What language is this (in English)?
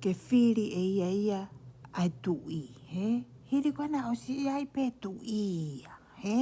Tongan